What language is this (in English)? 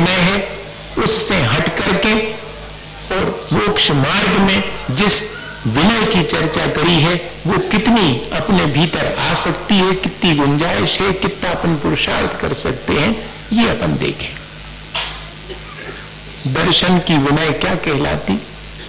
Hindi